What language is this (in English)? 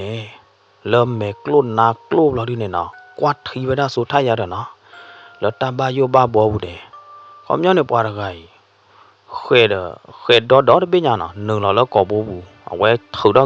S'gaw Karen